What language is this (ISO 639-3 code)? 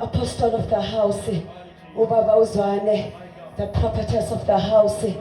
zul